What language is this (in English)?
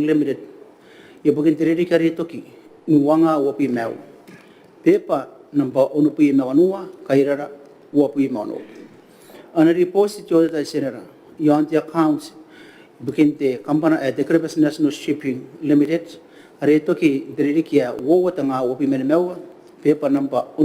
Gilbertese